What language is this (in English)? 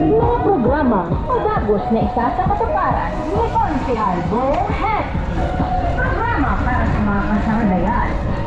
Bikol